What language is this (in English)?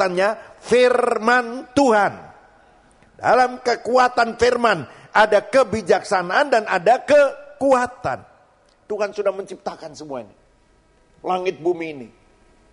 Indonesian